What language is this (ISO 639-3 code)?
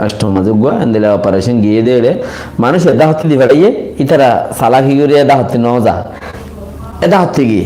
rhg